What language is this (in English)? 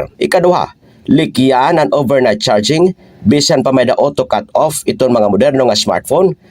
Waray